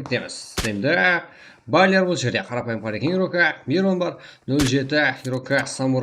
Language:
Kara-Kalpak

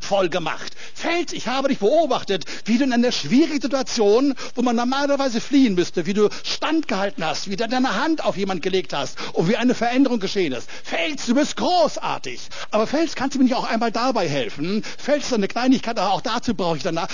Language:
German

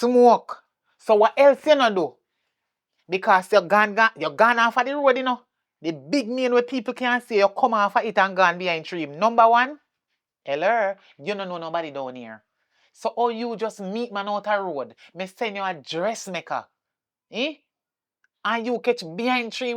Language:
Jamaican Creole English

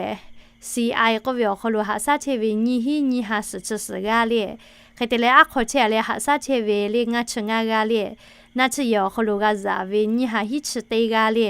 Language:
Lahu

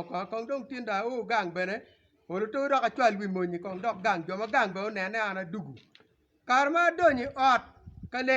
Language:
Acoli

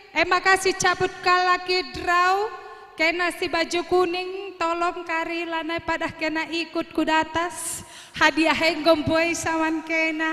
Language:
Batak Karo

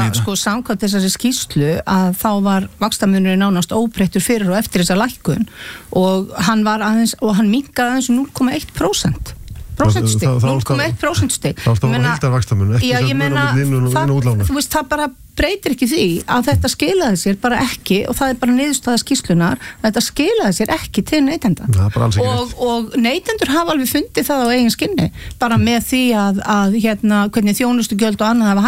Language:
Icelandic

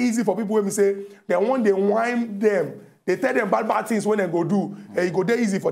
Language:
Nigerian Pidgin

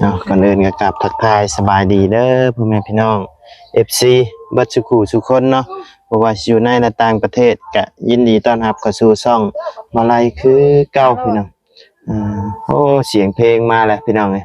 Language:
Lao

